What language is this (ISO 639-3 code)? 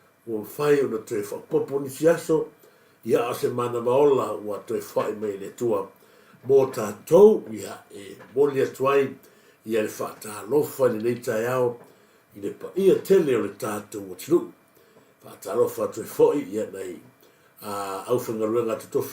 smo